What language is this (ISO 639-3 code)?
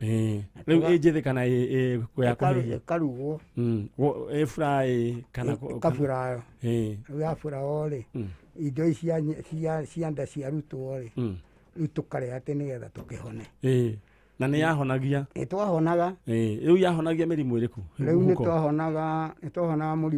kik